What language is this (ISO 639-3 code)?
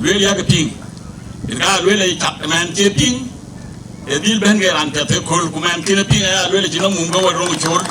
din